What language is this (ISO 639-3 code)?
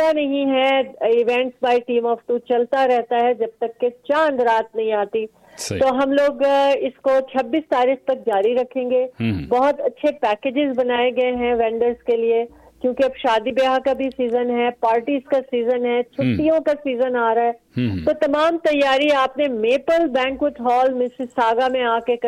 urd